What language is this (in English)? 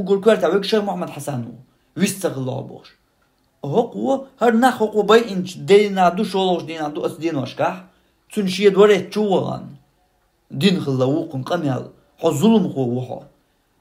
Chechen